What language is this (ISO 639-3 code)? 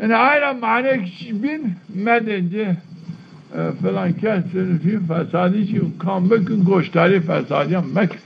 zza